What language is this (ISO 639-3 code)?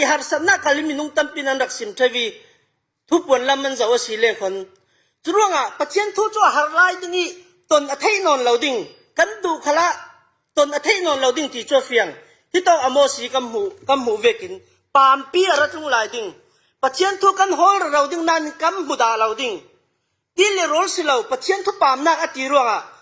cfm